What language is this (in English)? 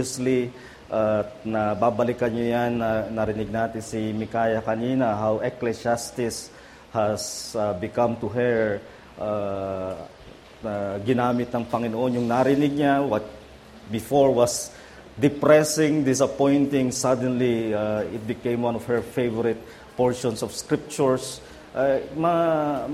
Filipino